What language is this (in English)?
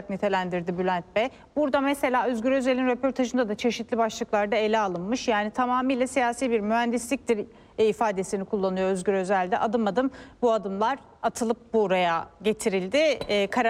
Turkish